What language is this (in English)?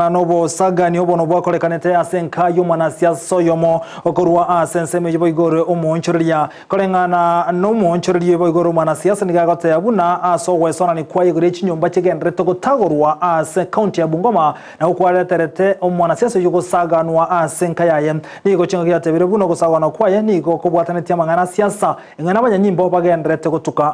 Gusii